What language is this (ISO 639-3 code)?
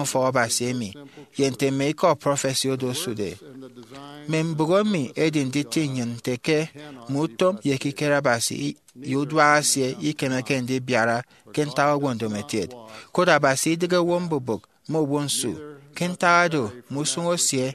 efi